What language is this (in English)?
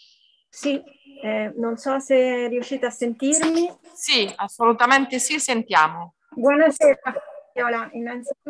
Italian